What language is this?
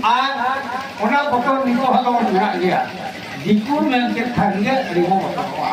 Santali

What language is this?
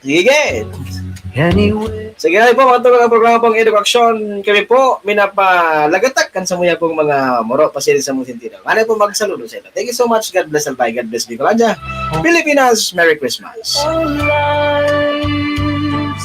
Bikol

